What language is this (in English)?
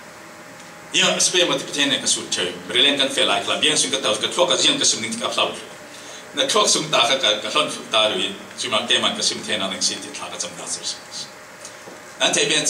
Thai